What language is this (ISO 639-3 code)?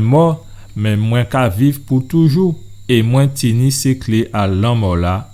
gcf